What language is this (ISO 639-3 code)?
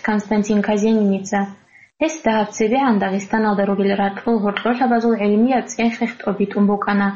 ava